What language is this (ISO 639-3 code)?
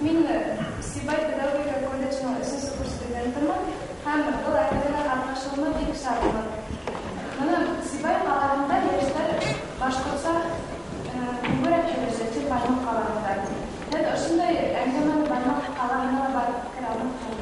bak